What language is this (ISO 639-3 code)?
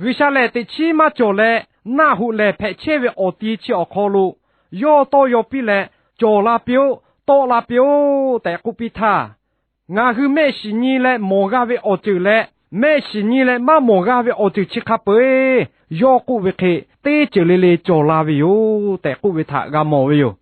lhu